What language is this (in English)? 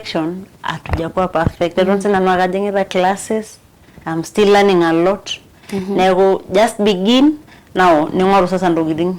Masai